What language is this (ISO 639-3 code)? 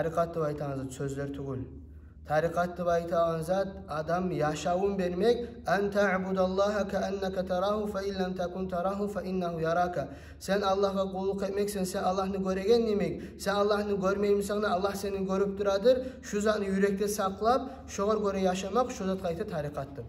kum